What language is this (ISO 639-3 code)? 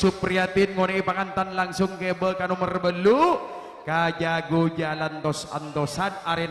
mad